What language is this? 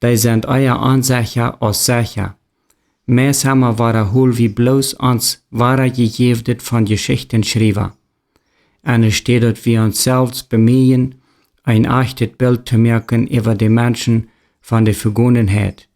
Plautdietsch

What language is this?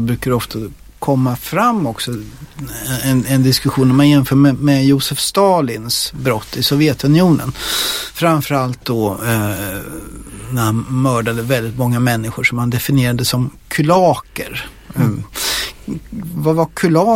Swedish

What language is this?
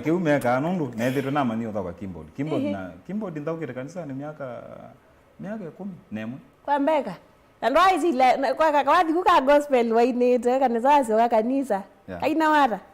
Kamba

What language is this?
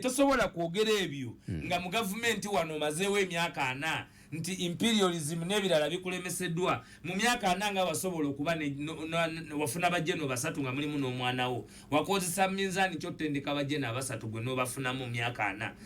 Ganda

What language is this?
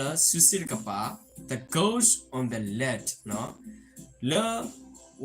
S'gaw Karen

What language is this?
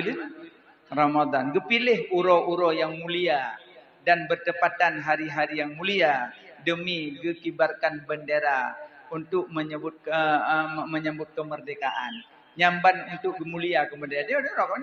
Achinese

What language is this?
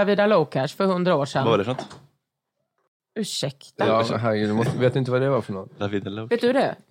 Swedish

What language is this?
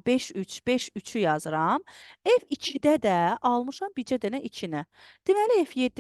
Azerbaijani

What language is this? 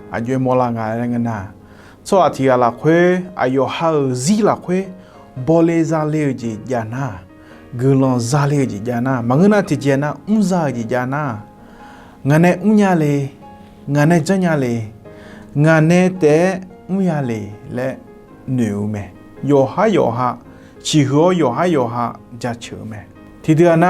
Akha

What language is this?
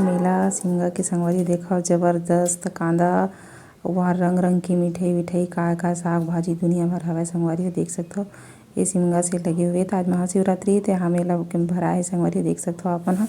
Chhattisgarhi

